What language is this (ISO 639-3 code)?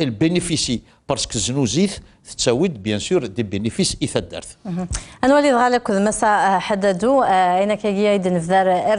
kab